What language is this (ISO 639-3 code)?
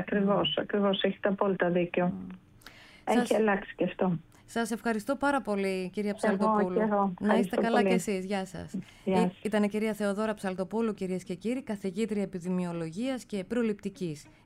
ell